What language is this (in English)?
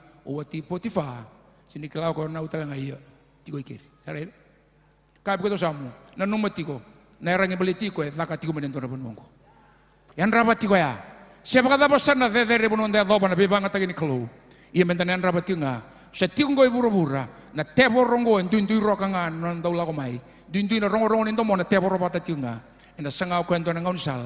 Fijian